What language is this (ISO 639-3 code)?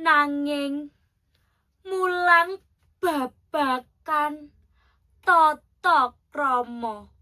jav